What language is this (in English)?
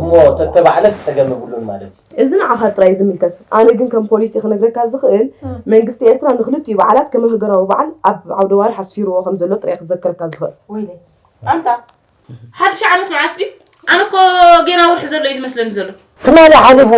Tigrinya